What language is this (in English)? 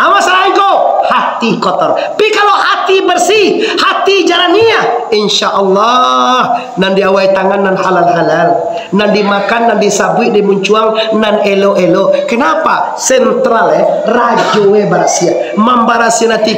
Minangkabau